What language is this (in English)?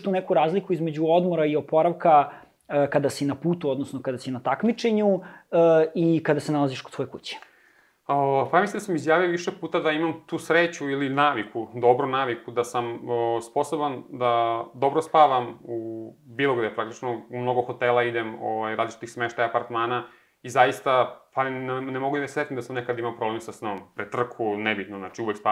Serbian